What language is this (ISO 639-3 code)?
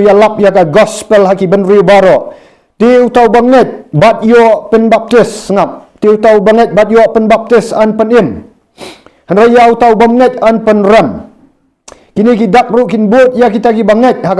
kha